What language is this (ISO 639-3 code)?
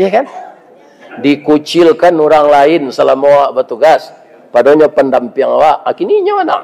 min